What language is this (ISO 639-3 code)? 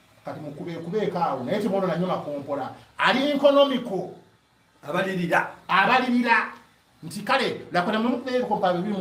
lug